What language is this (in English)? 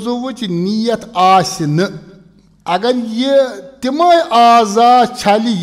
Kashmiri